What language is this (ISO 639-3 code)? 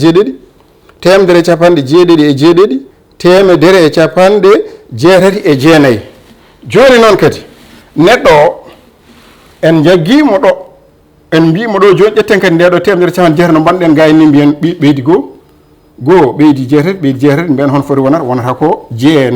ful